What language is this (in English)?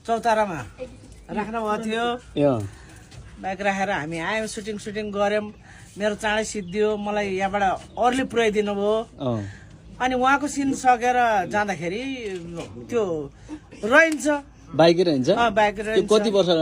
Nepali